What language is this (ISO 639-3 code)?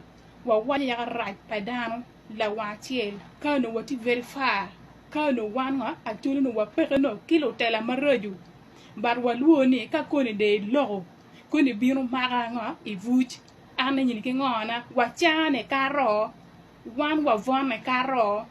ach